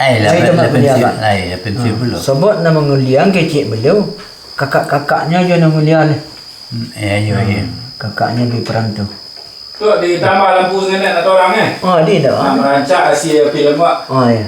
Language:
Minangkabau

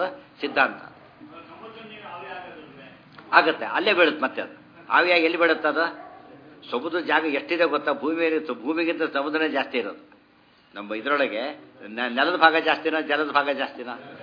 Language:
Kannada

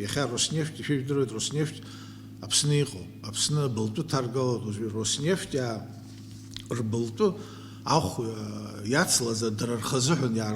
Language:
Abkhazian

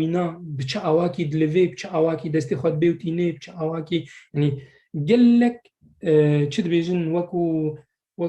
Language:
Kurdish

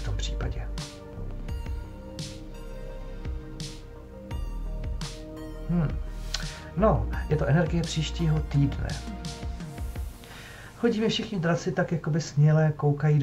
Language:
Czech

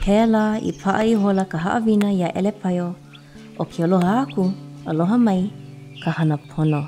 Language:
Hawaiian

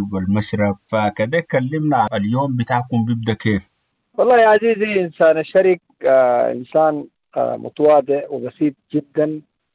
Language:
Sudanese Arabic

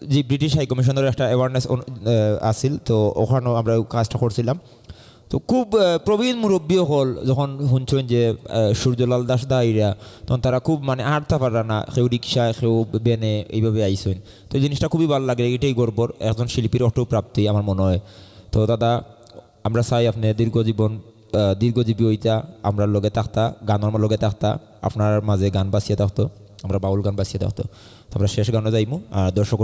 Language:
Sylheti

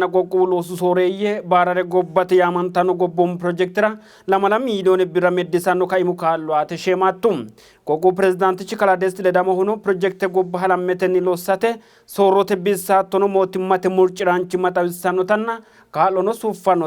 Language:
Sidamo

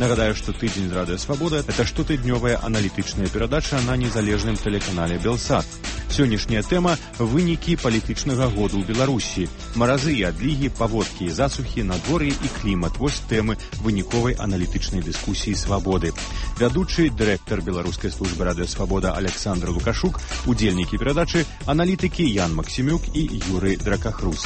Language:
Belarusian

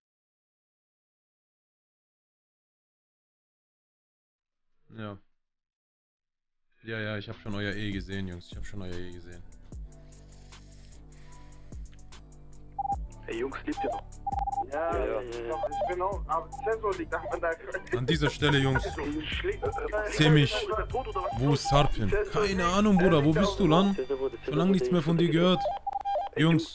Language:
German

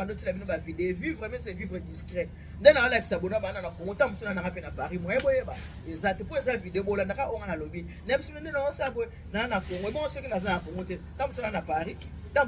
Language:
Lingala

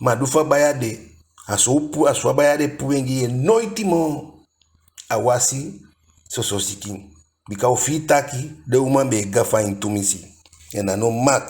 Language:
Eastern Maroon Creole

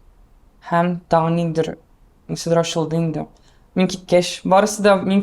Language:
Tatar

